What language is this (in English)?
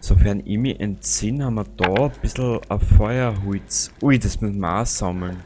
Bavarian